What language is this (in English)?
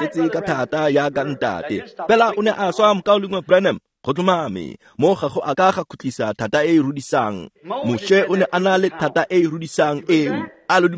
Tswana